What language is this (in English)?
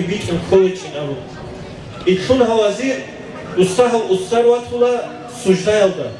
Avaric